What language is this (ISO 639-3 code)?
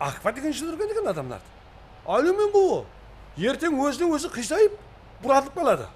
kaa